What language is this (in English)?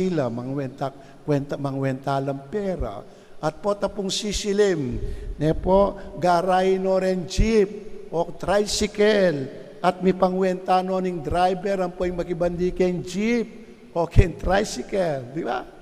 Pampanga